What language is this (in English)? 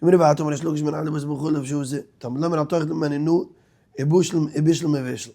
Yiddish